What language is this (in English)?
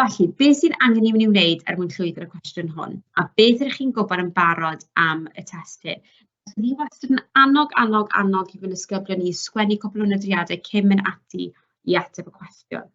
Welsh